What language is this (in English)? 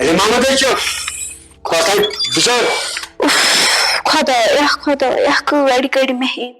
Kashmiri